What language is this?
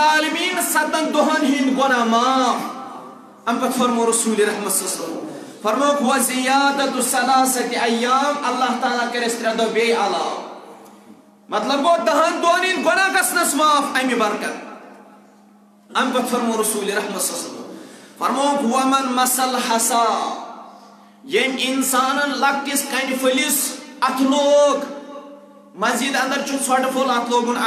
Kashmiri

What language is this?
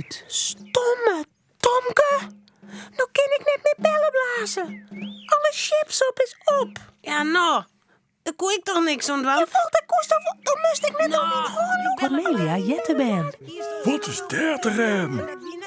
Western Frisian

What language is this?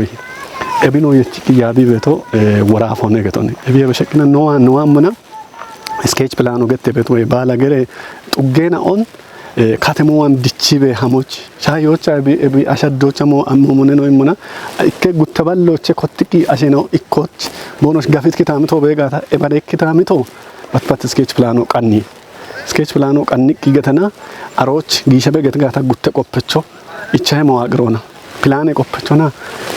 Kafa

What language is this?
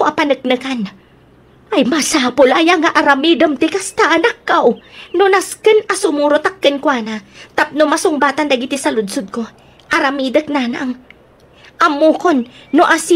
Iloko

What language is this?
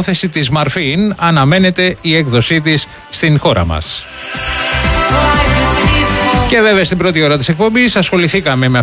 Greek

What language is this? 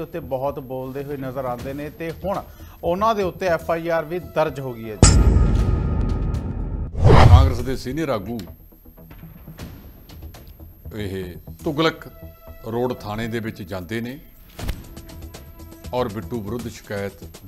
Punjabi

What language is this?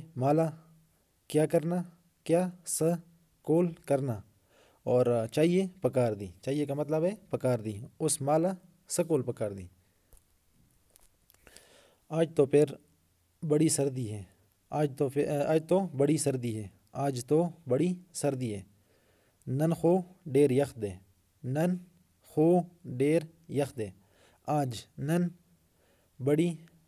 Urdu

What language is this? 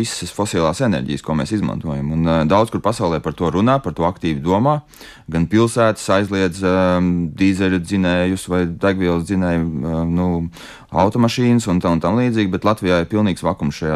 Latvian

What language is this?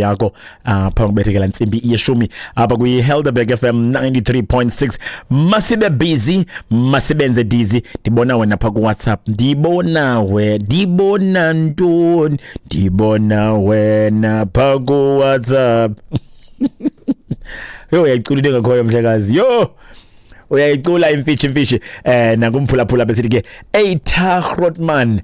Xhosa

